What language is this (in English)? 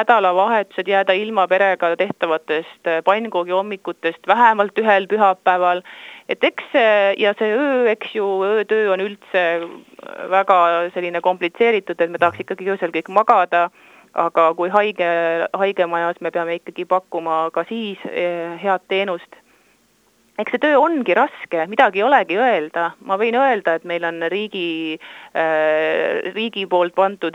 Estonian